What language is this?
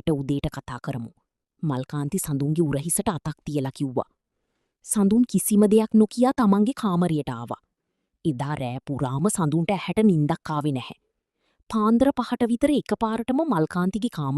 Sinhala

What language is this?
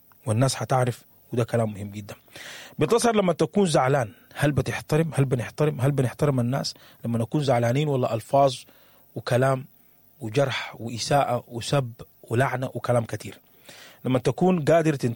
Sudanese Arabic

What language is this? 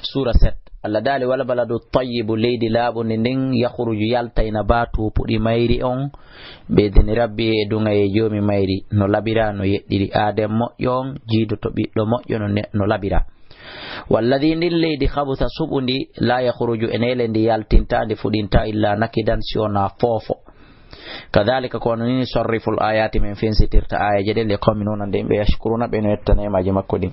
Fula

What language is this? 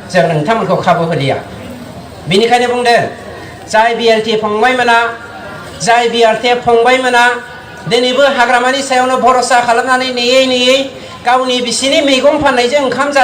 Bodo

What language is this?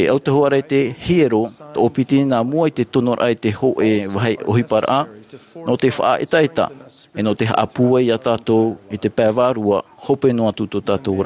Tahitian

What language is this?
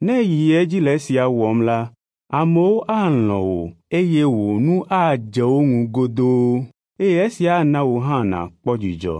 Ewe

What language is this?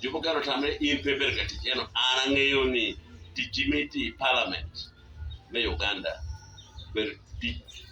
Acoli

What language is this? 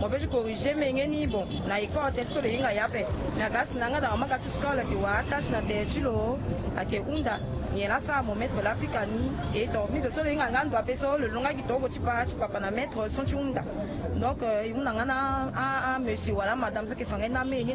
Sango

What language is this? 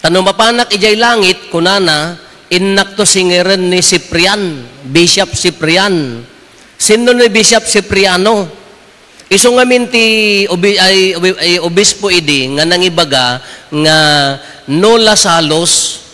Iloko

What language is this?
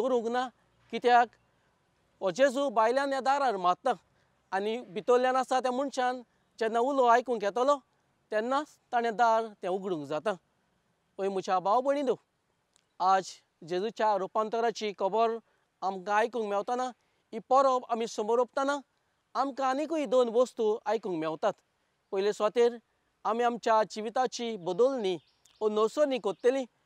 Konkani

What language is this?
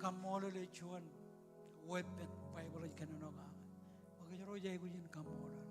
Marshallese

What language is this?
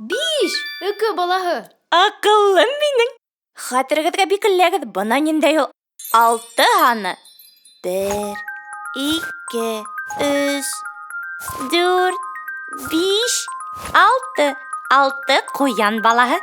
Bashkir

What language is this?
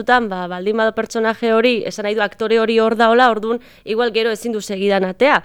Basque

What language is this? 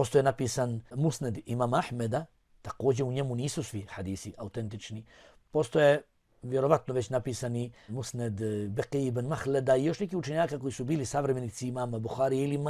Bosnian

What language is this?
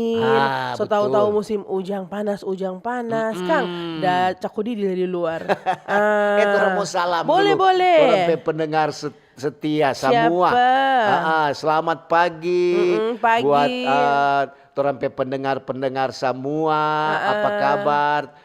Manado Malay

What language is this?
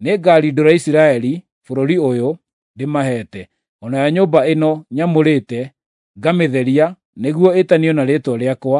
Kikuyu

